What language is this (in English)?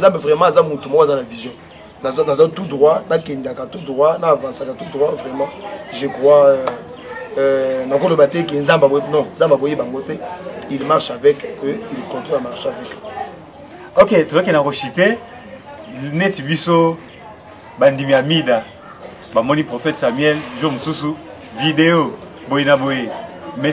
Lingala